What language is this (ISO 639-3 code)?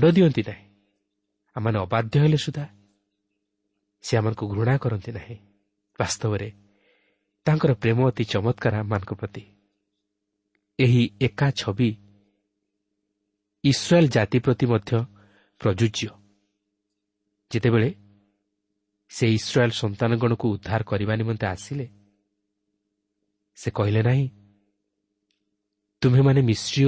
ori